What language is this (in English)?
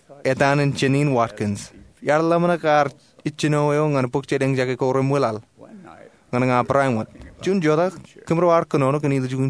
Marshallese